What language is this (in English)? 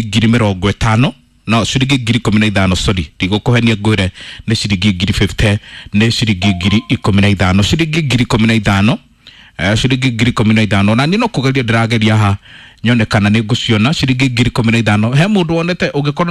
Kikuyu